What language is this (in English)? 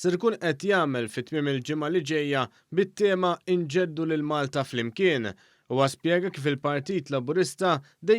Maltese